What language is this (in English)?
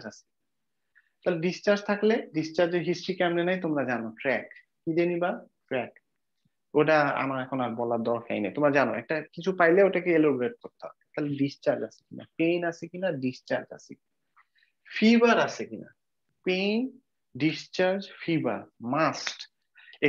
Bangla